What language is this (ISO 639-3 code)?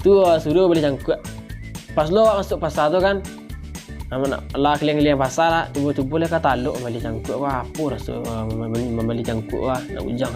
min